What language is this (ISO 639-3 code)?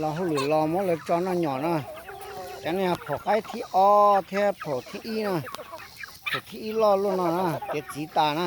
hmn